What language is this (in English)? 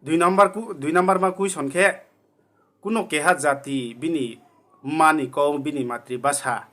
Riang (India)